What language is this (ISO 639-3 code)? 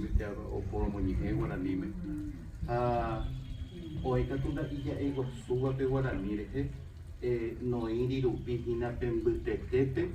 grn